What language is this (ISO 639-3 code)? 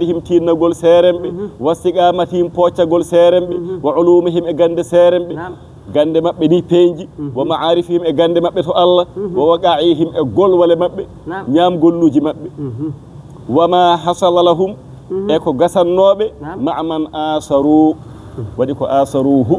ful